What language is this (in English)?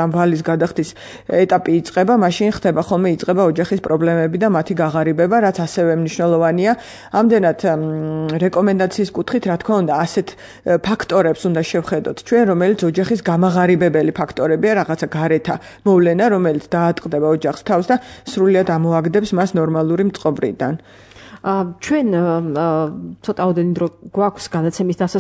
Georgian